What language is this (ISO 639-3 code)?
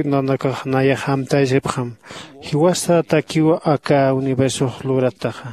aym